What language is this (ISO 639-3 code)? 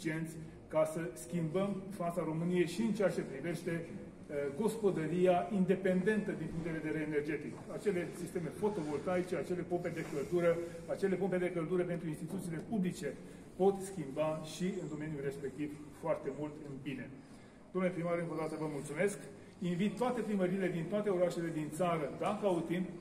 ron